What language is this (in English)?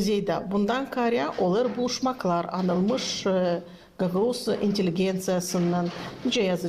Gagauz